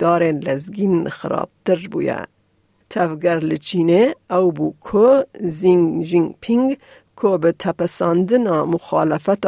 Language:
Kurdish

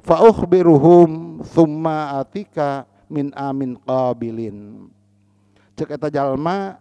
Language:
Sundanese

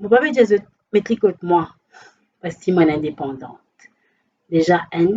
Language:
Morisyen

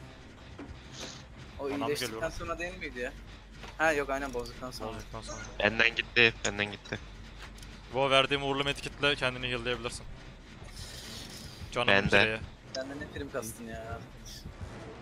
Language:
Turkish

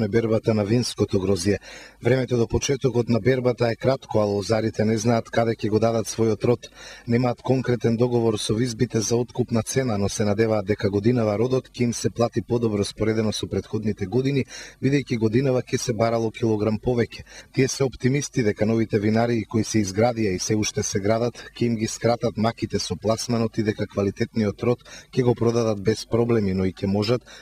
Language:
Macedonian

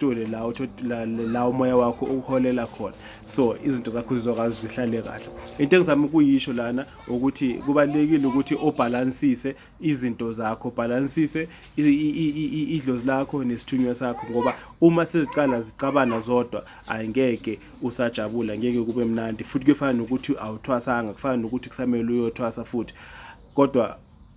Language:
Zulu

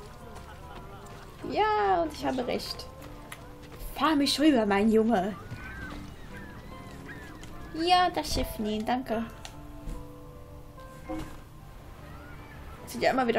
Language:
German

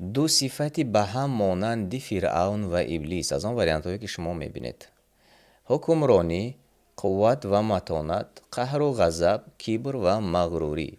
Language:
Tajik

